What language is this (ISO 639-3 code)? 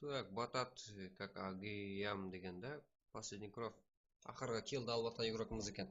kaa